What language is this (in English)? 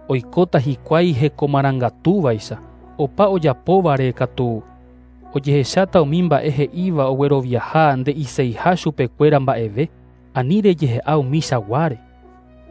Guarani